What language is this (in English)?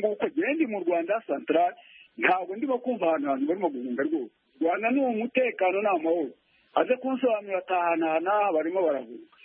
Kinyarwanda